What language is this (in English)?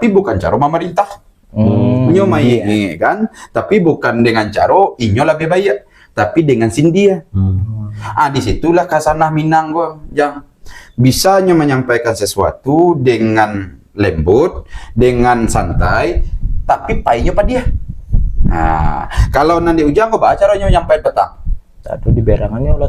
Minangkabau